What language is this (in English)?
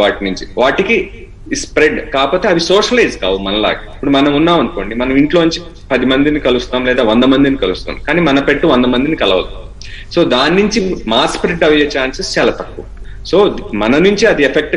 Telugu